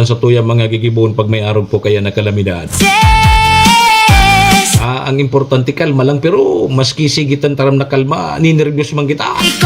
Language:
Bikol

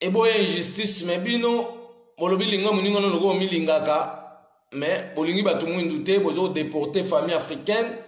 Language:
Lingala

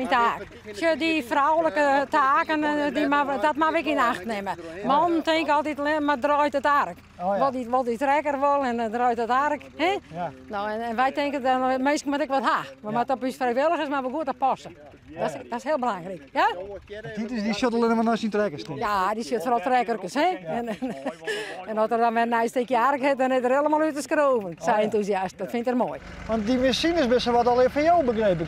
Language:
Western Frisian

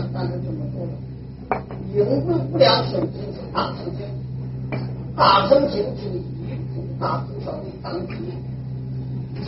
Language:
Chinese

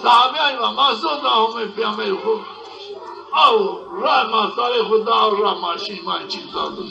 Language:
Zaza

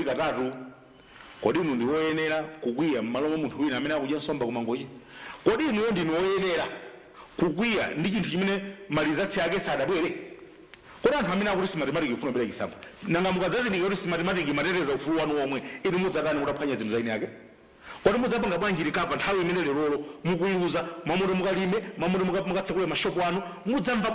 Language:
Nyanja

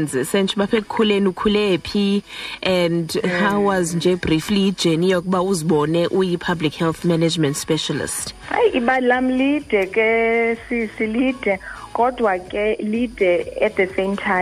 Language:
Xhosa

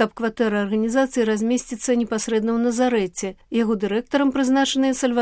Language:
Belarusian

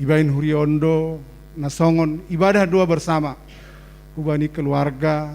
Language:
Batak Simalungun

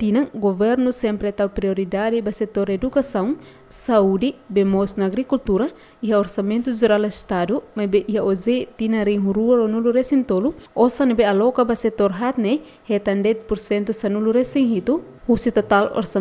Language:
Tetum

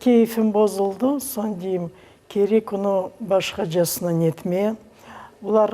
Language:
Crimean Tatar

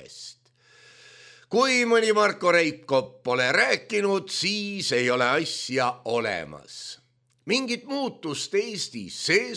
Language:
Estonian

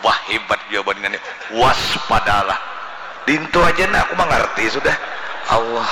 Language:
Banjar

